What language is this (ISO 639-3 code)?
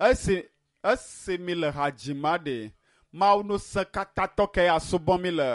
ewe